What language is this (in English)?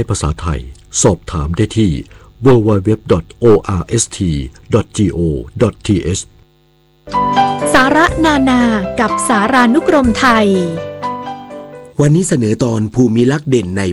Thai